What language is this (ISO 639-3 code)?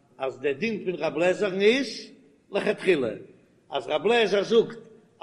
yid